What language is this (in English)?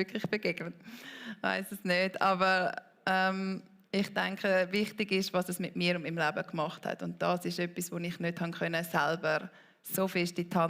Swiss German